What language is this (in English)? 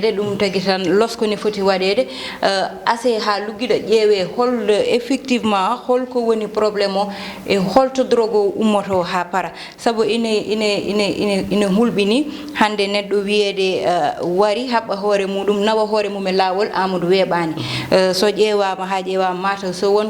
Fula